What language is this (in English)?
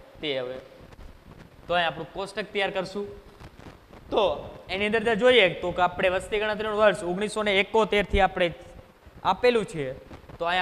Gujarati